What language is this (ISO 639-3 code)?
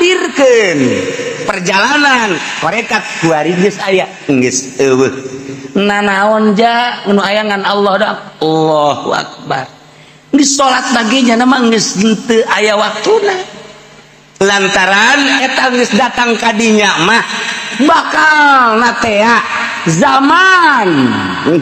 sun